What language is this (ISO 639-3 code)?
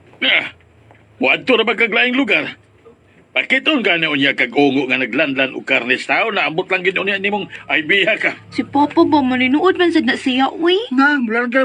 ceb